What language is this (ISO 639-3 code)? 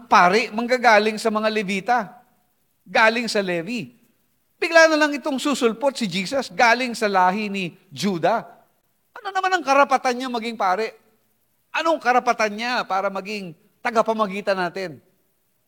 fil